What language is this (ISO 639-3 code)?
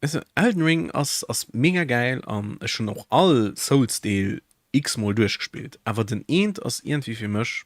ltz